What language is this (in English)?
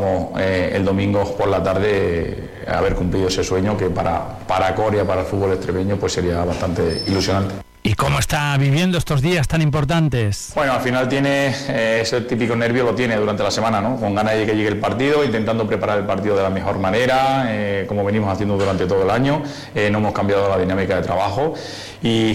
Spanish